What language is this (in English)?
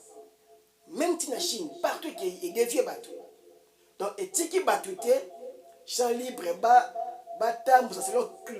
Lingala